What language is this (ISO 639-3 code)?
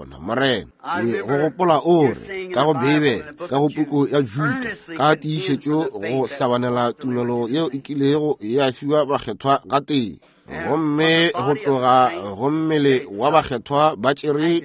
nso